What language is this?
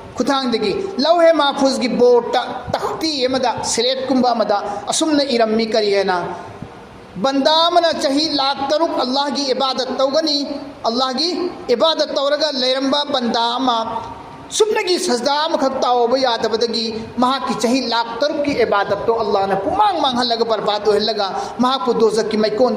Manipuri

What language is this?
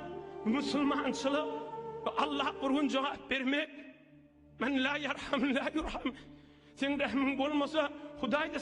Turkmen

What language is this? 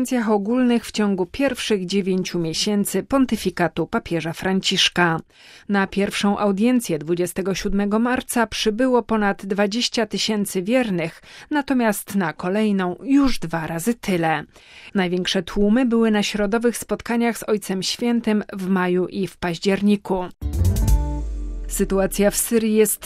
Polish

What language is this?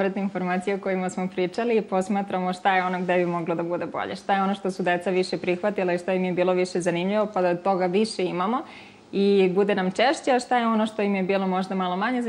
Serbian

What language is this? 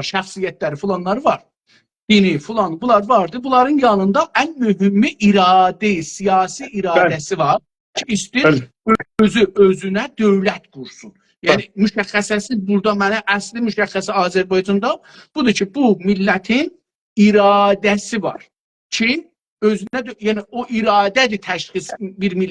South Azerbaijani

